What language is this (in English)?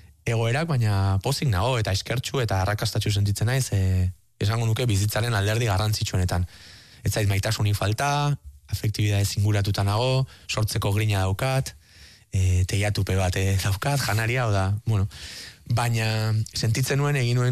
Basque